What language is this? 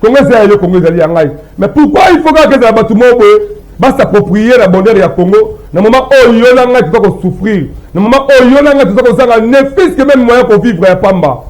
Lingala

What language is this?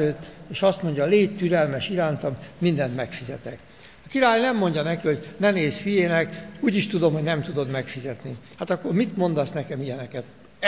Hungarian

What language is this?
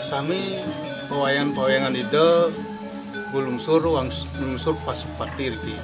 Balinese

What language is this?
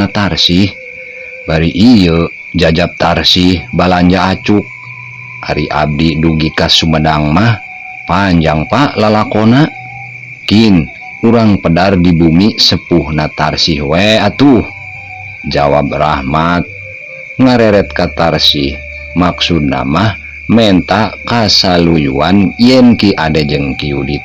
Sundanese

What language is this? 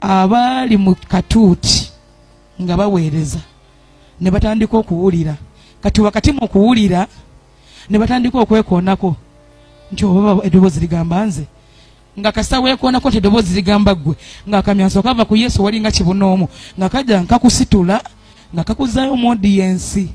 Ganda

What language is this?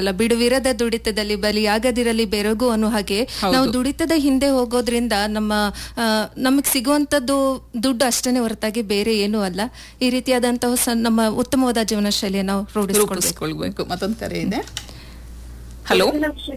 Kannada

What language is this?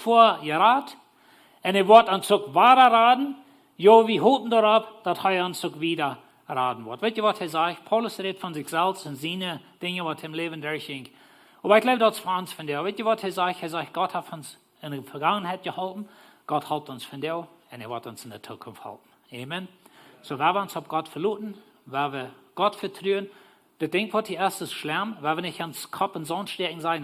Plautdietsch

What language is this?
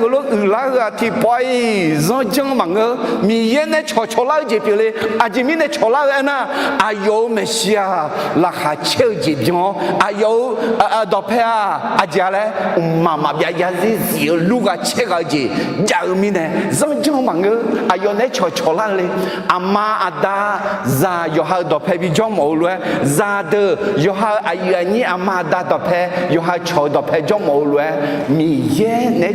Akha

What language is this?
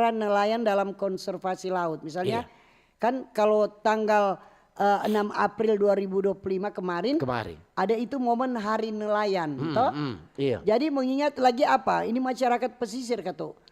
Manado Malay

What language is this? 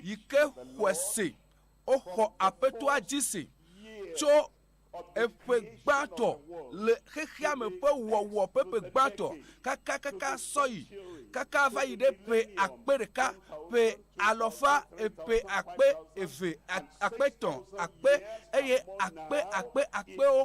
Ewe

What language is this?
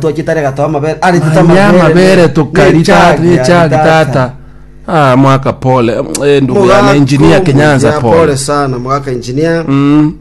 Gusii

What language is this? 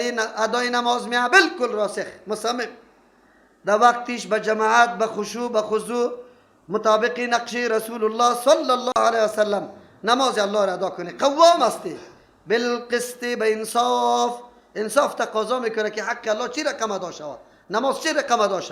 Persian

